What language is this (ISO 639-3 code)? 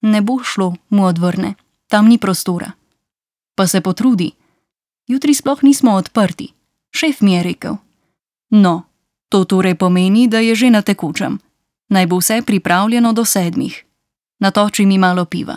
slv